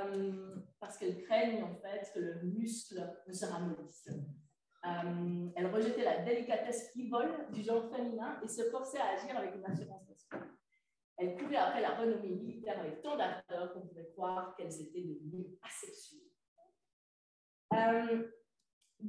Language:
French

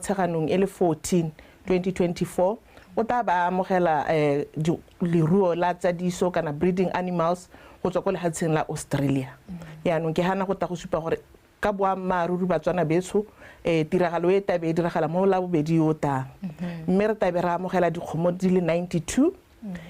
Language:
Tswana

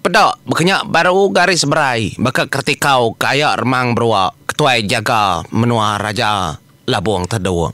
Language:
Iban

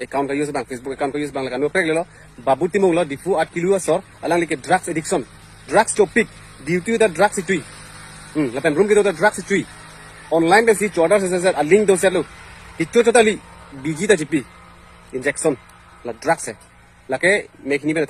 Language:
Karbi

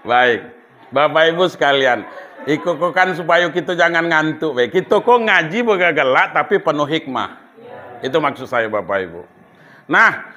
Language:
Minangkabau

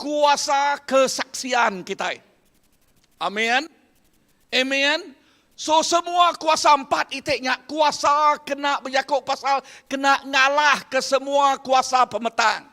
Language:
Iban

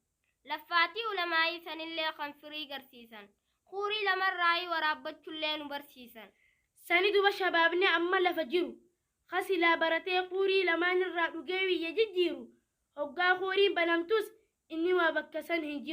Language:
Oromo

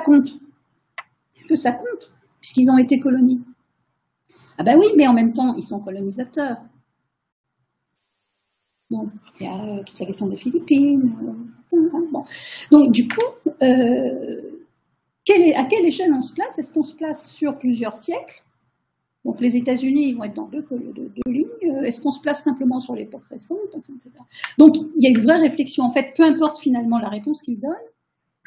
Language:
French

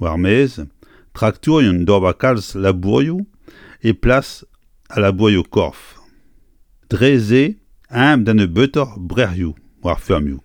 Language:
Breton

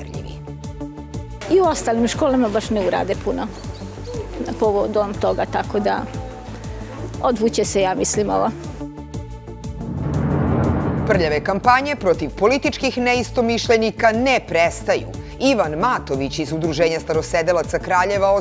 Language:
Serbian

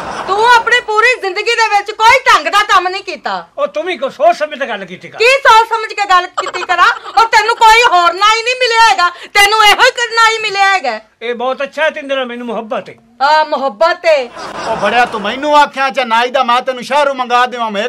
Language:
Punjabi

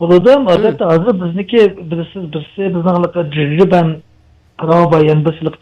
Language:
Uyghur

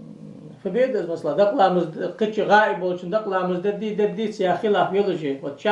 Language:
Ingush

